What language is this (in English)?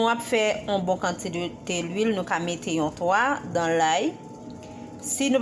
Haitian Creole